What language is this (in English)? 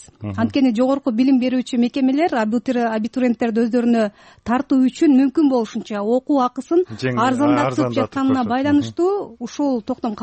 Kyrgyz